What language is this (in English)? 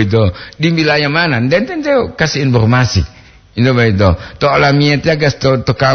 Gorontalo